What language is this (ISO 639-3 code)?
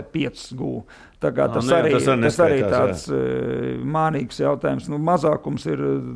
lav